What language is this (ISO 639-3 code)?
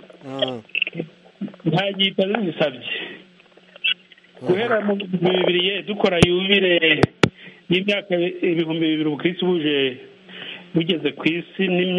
kin